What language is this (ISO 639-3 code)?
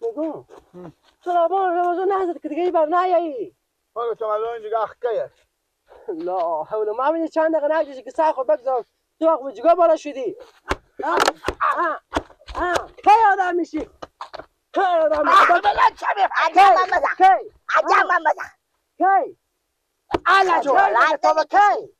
fas